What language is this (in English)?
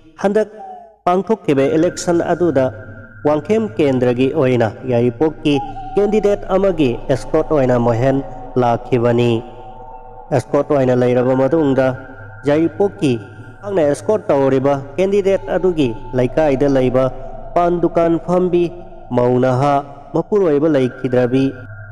Manipuri